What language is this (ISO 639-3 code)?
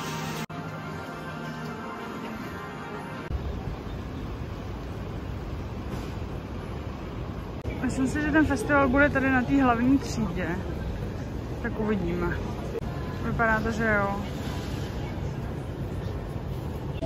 ces